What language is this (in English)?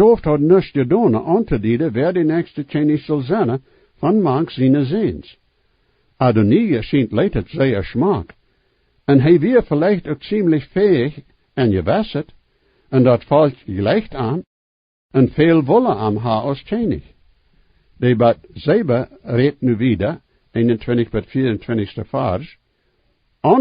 Plautdietsch